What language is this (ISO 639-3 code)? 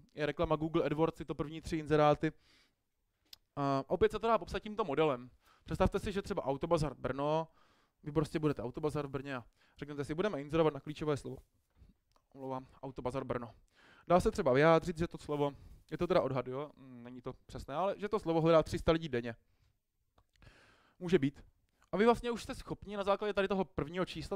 ces